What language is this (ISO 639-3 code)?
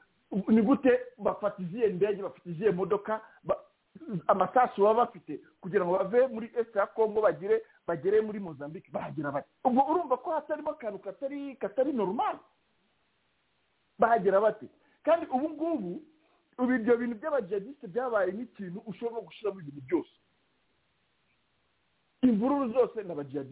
kin